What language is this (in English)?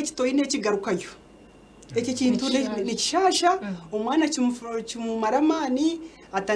Nyankole